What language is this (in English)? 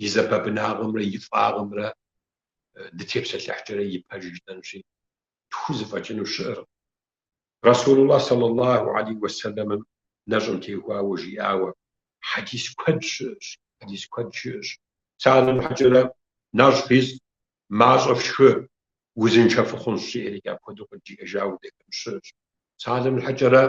Kabardian